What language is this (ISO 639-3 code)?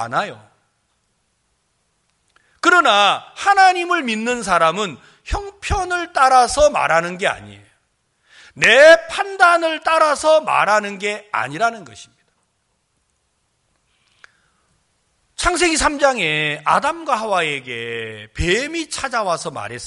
kor